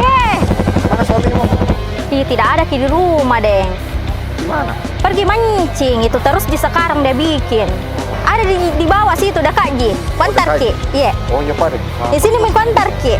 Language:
Makassar Malay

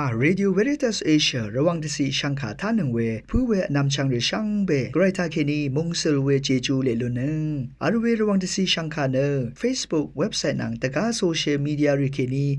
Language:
Rawang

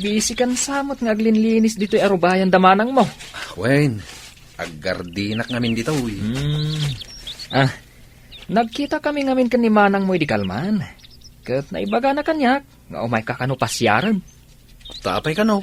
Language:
Iloko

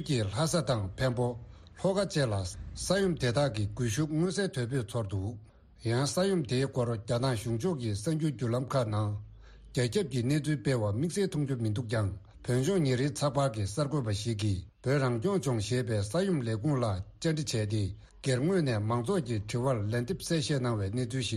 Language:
Tibetan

